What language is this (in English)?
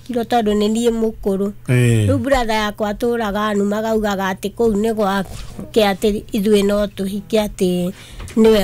Kikuyu